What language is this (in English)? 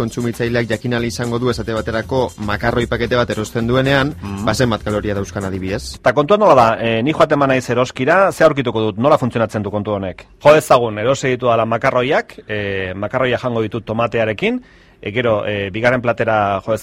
Basque